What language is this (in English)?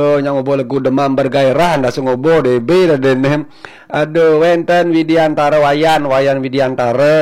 Balinese